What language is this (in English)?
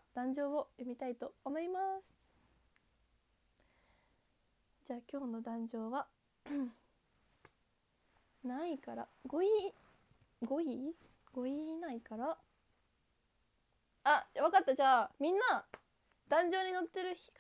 Japanese